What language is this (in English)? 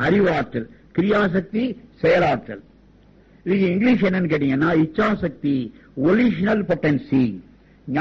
Tamil